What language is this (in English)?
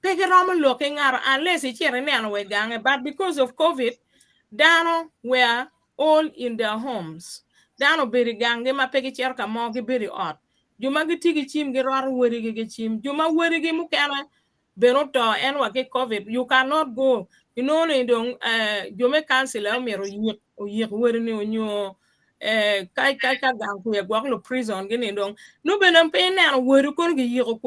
Acoli